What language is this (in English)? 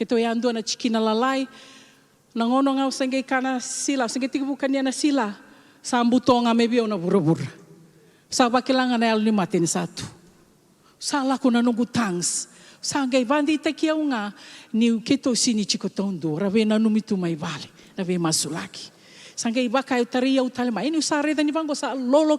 Fijian